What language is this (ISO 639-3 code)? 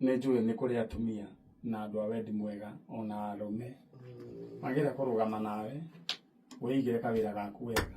kik